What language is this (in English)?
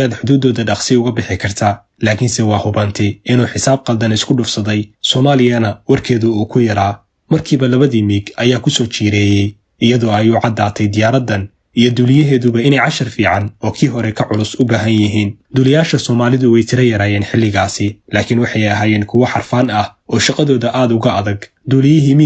Somali